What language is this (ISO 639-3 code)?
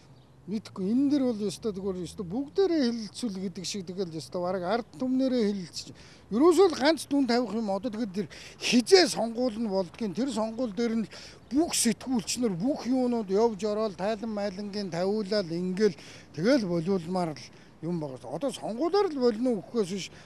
mon